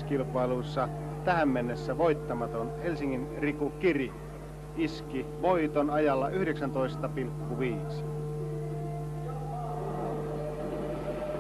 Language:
Finnish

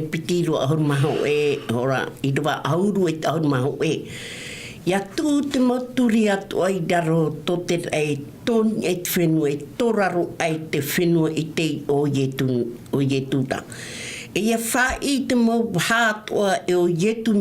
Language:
Tahitian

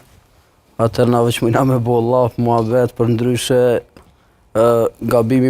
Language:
Albanian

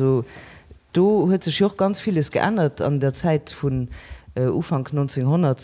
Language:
Luxembourgish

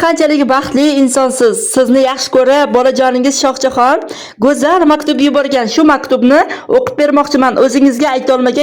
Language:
Uzbek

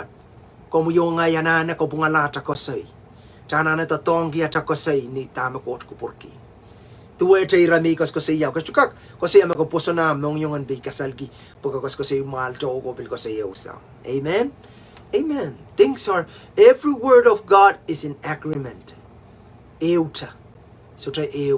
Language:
Pohnpeian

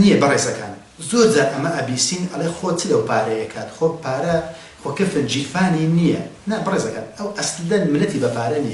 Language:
Central Kurdish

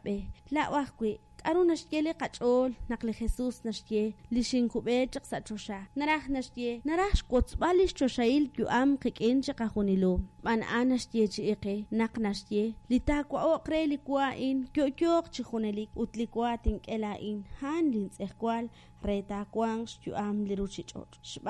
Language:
Kekchí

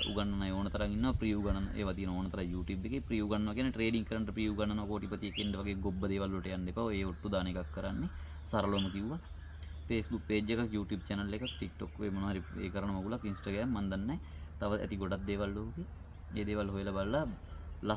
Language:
Sinhala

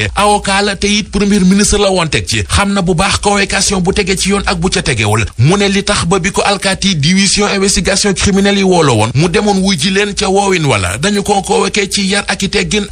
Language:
Wolof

